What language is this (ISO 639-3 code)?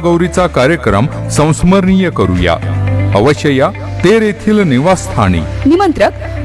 mar